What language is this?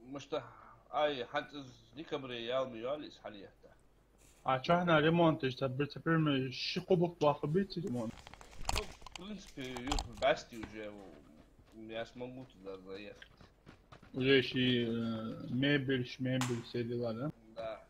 Ingush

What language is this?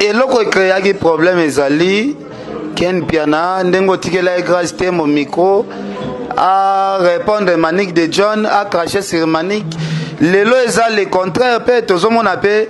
Lingala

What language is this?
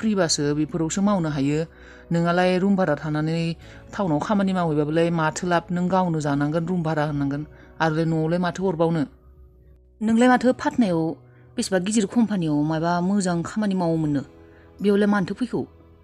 Bodo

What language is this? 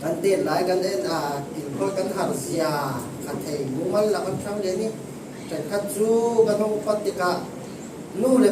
Falam Chin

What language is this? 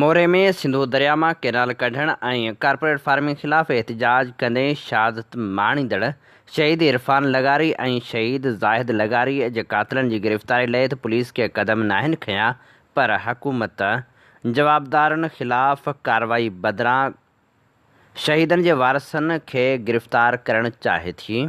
Sindhi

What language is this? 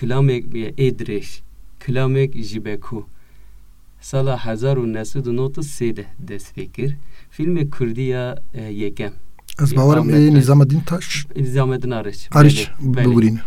Kurdish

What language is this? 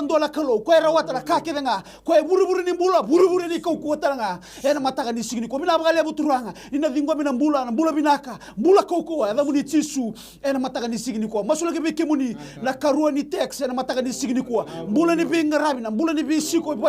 Fijian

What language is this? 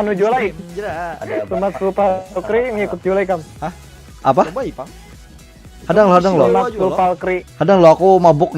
Banjar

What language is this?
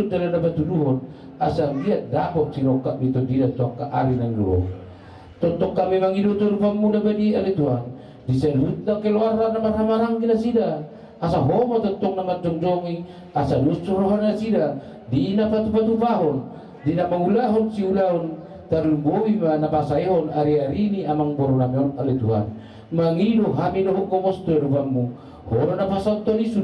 Batak Toba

